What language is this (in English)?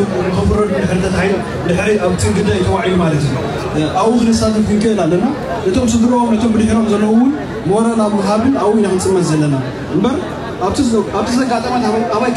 Tigrinya